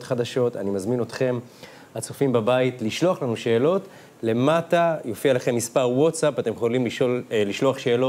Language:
Hebrew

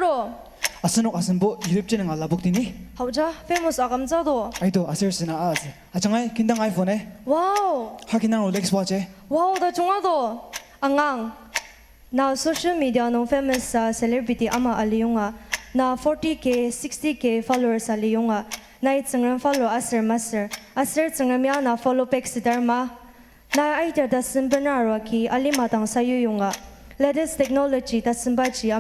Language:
Ao Naga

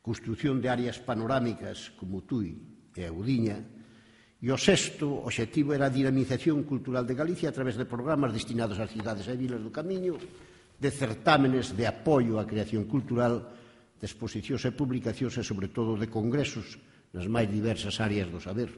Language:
Galician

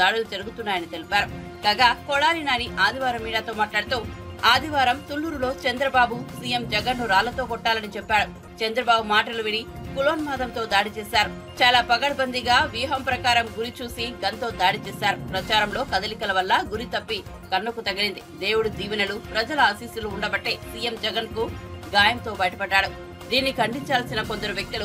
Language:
Telugu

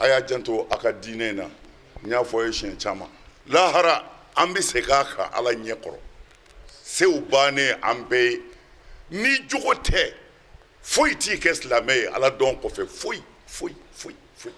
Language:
Bambara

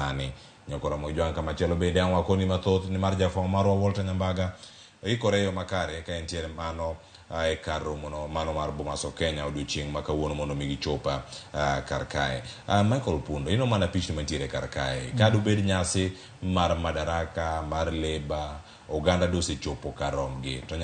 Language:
Luo (Kenya and Tanzania)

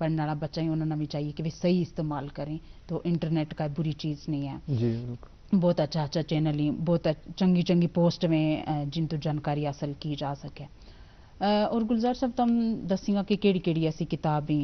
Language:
Gujari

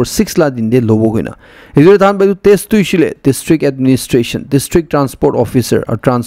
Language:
Naga Pidgin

